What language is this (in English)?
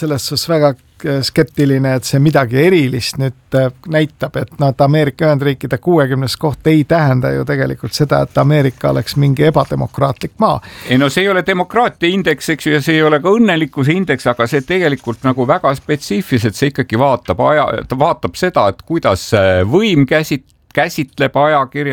Estonian